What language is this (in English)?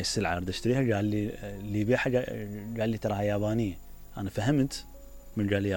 Mesopotamian Arabic